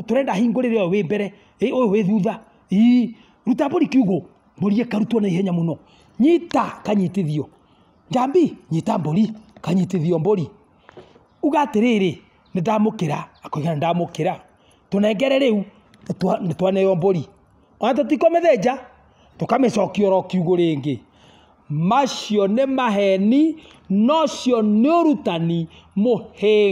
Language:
Kikuyu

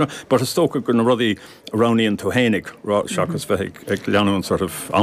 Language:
Irish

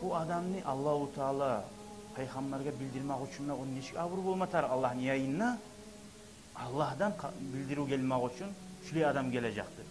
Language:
Kumyk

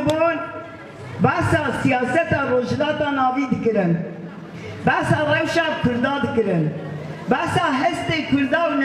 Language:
Kurdish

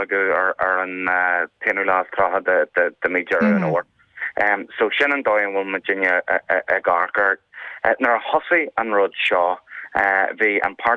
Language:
Irish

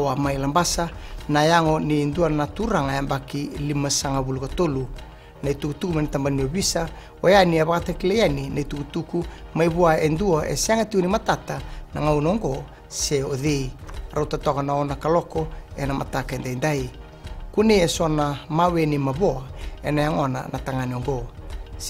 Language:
Fijian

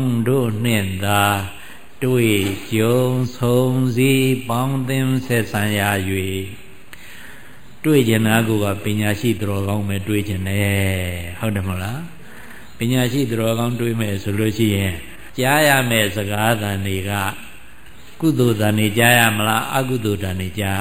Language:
Burmese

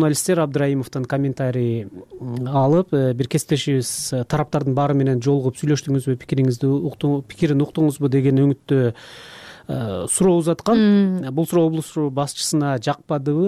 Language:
Kyrgyz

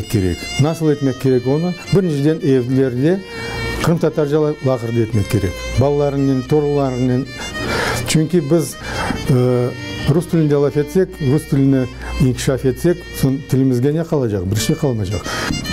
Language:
Crimean Tatar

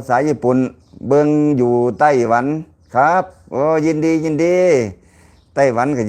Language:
Lao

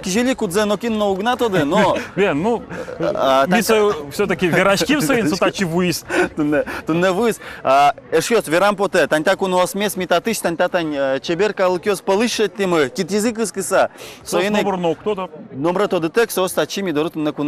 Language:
Udmurt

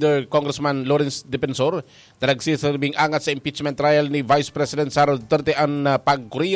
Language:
Bikol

